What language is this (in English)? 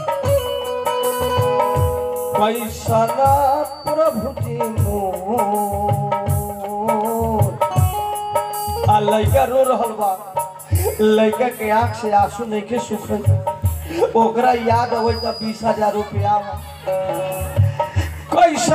Bhojpuri